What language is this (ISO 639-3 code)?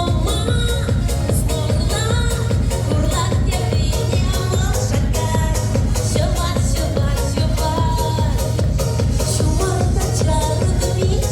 chv